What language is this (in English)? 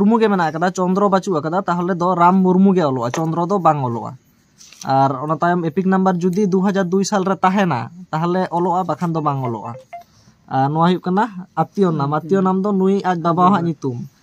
Santali